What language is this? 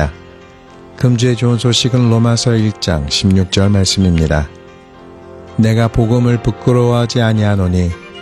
Korean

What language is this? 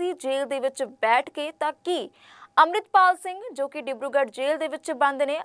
Punjabi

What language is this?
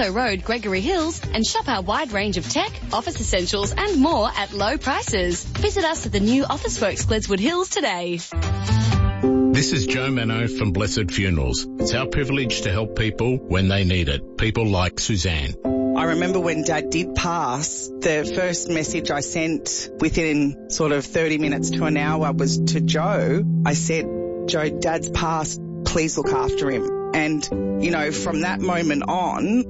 English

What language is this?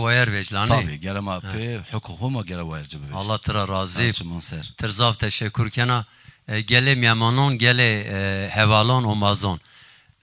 Zaza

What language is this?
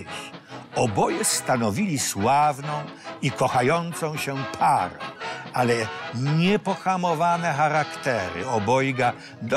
Polish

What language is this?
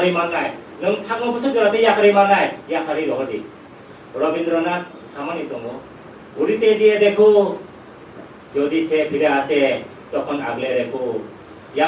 Kok Borok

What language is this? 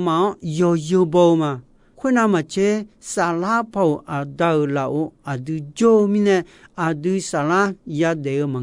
Akha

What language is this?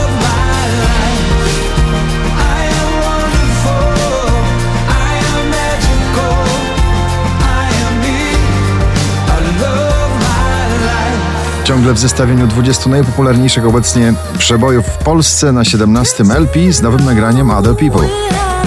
Polish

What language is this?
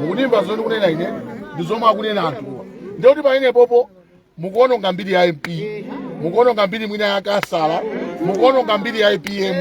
Nyanja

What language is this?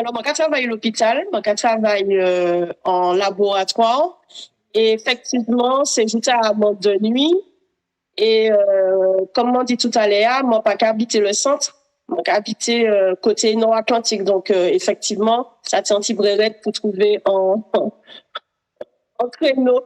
Guadeloupean Creole French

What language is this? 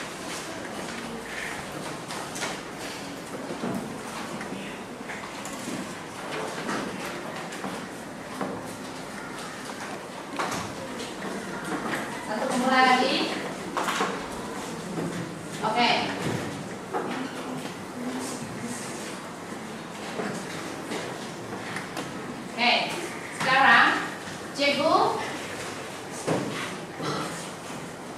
Malay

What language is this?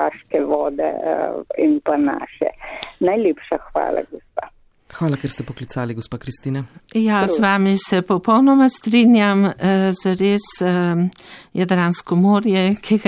Slovenian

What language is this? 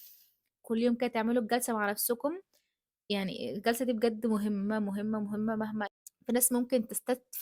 Egyptian Arabic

